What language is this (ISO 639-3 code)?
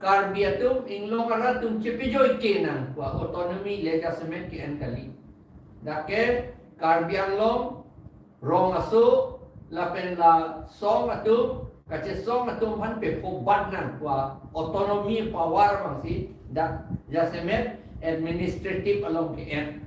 mjw